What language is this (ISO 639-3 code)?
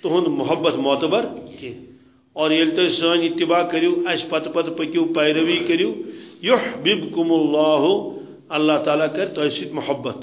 kas